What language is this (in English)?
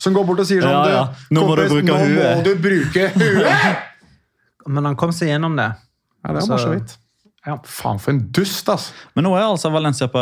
Norwegian